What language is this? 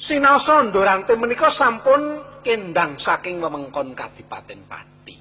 Javanese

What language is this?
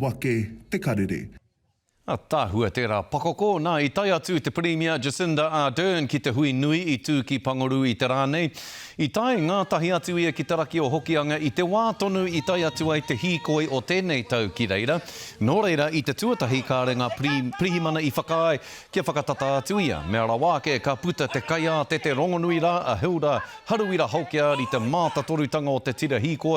Māori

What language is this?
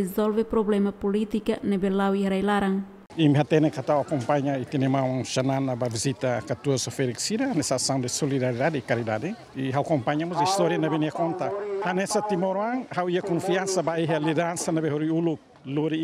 Tetum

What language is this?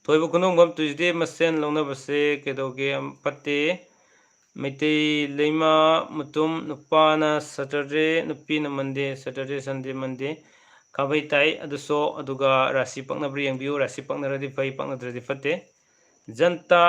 Manipuri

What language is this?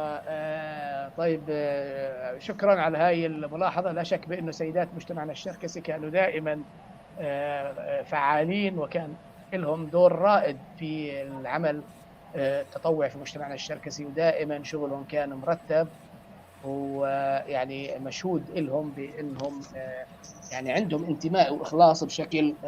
North Levantine Arabic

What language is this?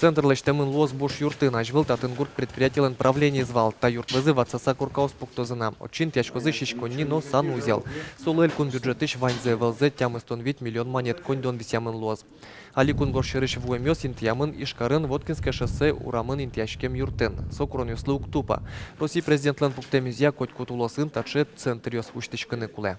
Udmurt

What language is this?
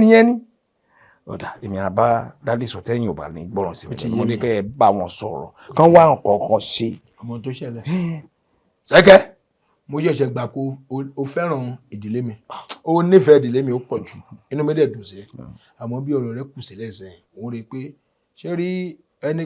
Yoruba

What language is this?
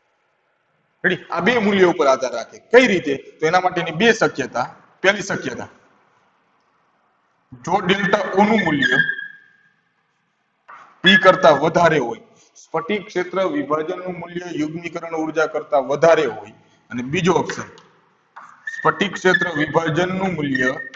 Gujarati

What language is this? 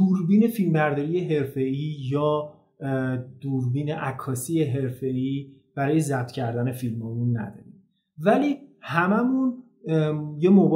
Persian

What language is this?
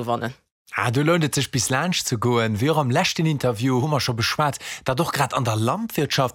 Luxembourgish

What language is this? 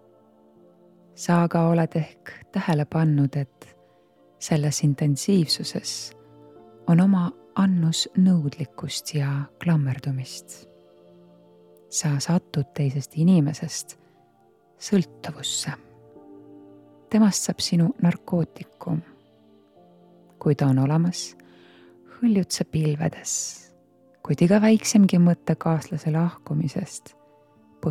Estonian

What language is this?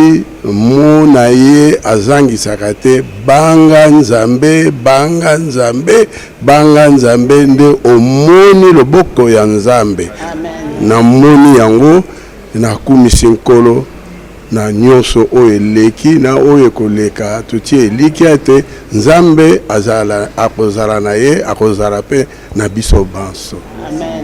Lingala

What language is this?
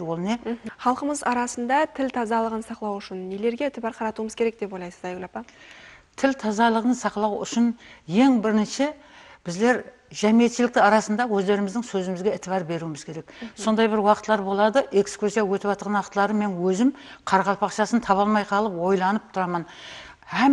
Kara-Kalpak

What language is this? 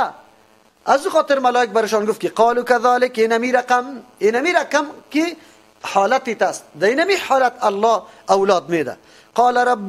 Persian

